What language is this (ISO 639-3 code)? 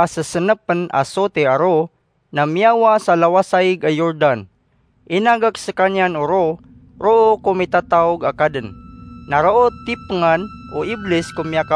mrw